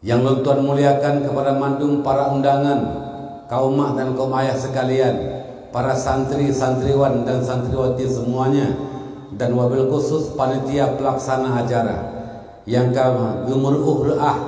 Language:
Achinese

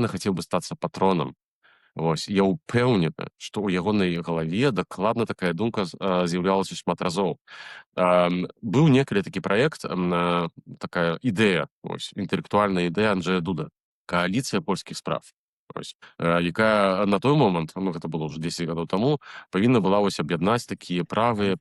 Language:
Belarusian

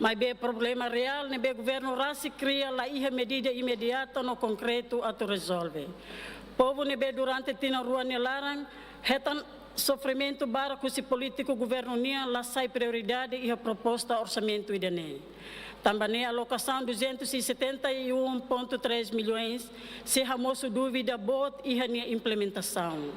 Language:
Tetum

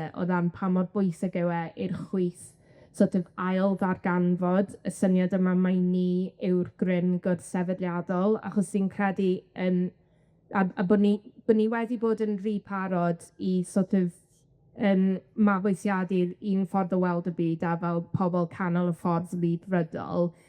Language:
Welsh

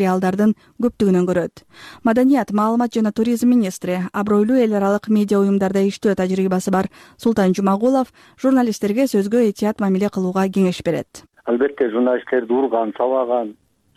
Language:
Kyrgyz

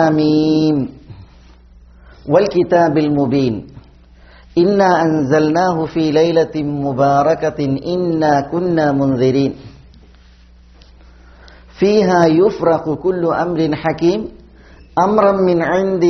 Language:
Malayalam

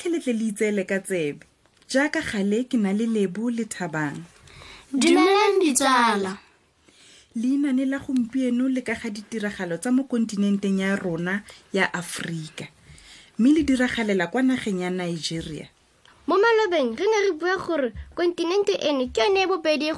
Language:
Tswana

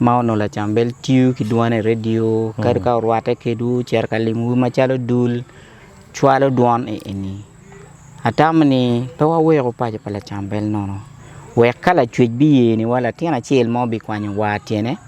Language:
Acoli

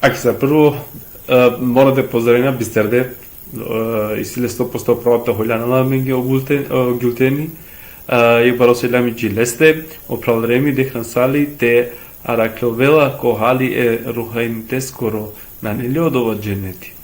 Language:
Balkan Romani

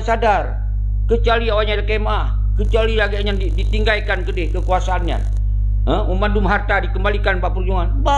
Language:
Achinese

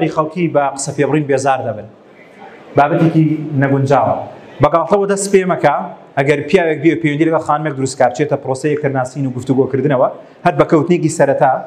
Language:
Central Kurdish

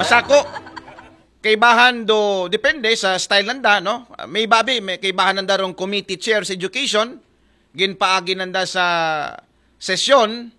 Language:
Aklanon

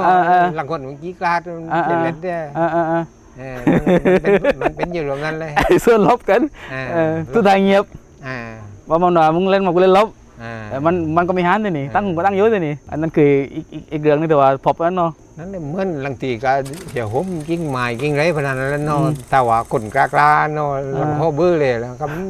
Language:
Lao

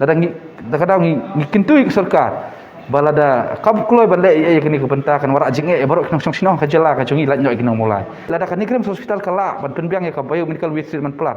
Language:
Khasi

